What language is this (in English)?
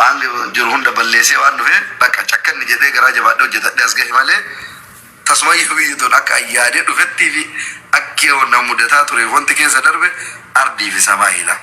Oromo